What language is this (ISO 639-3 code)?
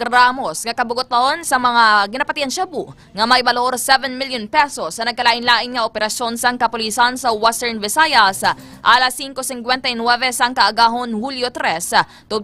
hil